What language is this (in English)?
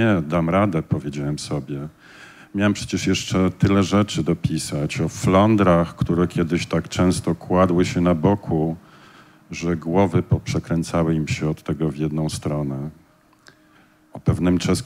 Polish